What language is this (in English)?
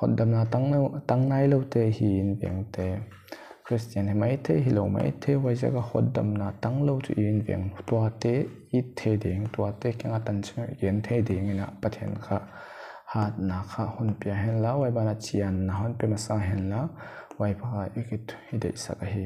Paite Chin